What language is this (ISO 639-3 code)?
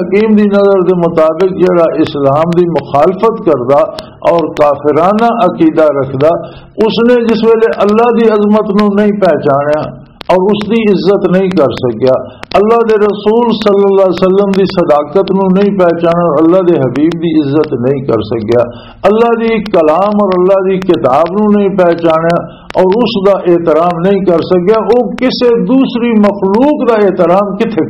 lah